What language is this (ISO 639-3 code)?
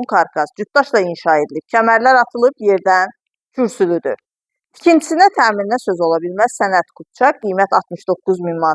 aze